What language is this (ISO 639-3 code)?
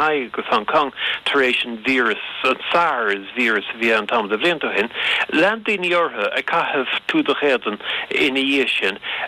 gle